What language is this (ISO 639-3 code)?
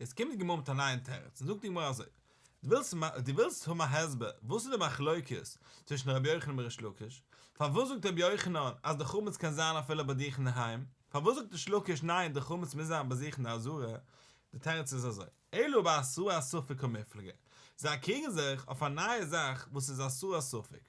yid